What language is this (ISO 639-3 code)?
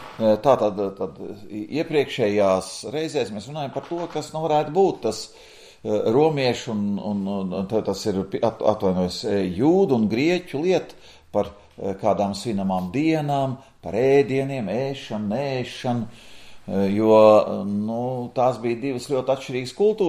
lav